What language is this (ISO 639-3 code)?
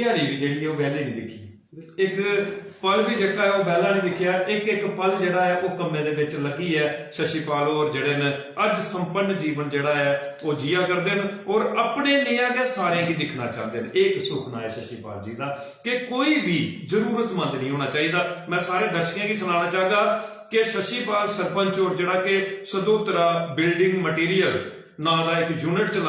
doi